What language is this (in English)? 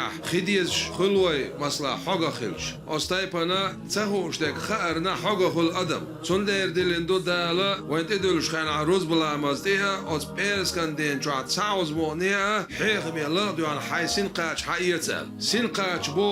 Chechen